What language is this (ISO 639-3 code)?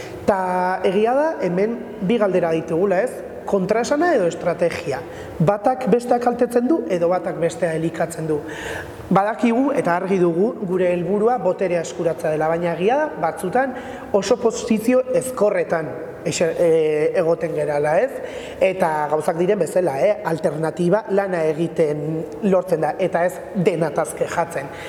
eus